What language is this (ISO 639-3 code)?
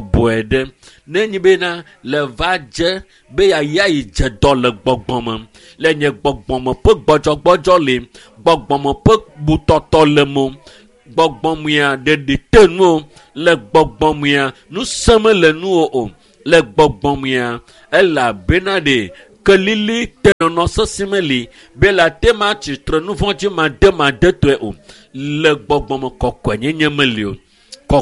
ewe